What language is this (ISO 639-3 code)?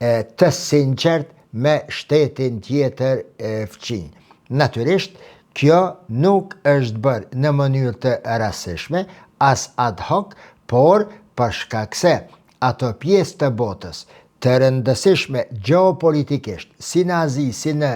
sqi